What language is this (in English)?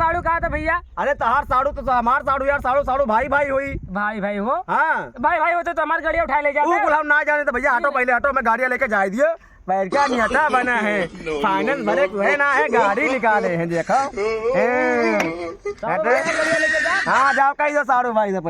Awadhi